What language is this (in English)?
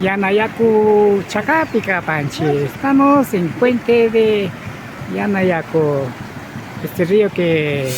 Imbabura Highland Quichua